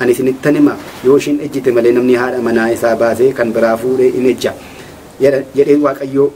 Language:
Oromo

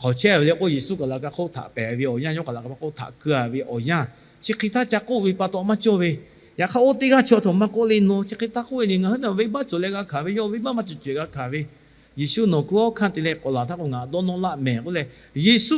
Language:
Lahu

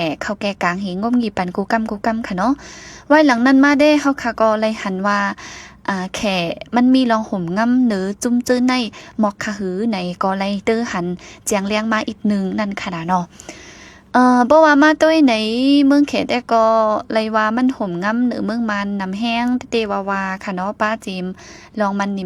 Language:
Shan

